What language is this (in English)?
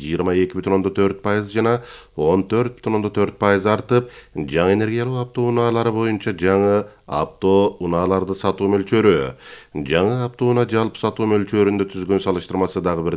Kyrgyz